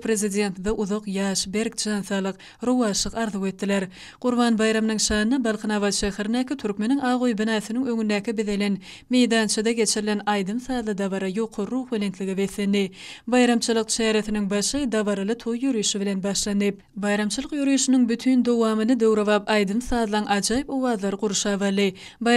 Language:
Turkmen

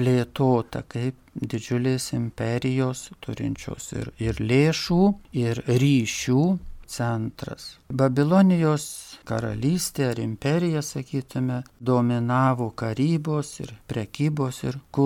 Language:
Lithuanian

